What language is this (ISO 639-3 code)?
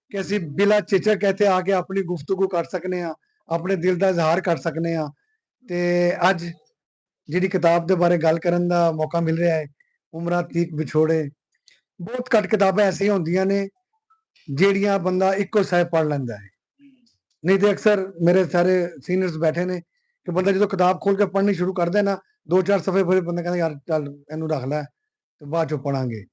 lah